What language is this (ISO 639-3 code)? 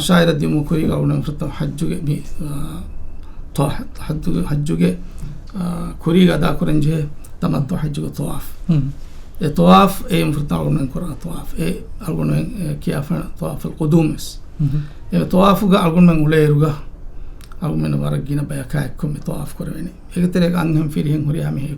div